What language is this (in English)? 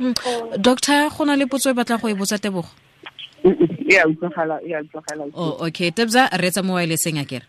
Tswana